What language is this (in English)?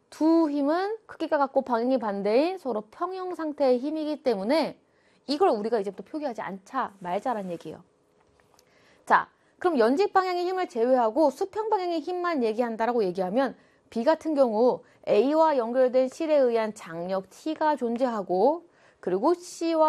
Korean